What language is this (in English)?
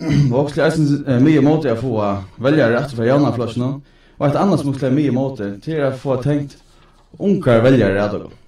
Faroese